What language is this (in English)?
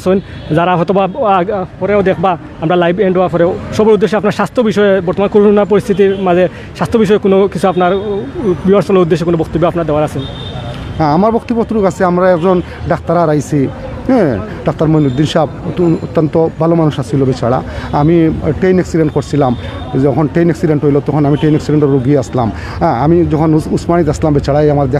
Sylheti